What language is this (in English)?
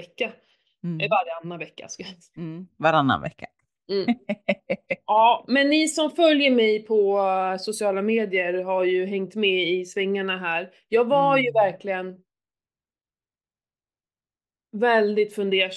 Swedish